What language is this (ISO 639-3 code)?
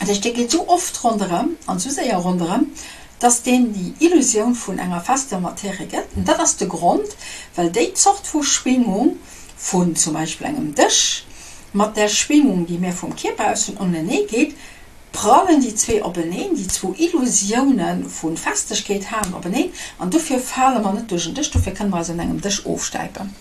ltz